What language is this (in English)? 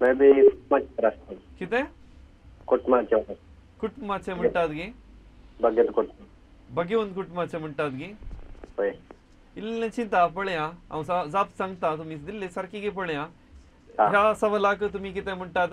Konkani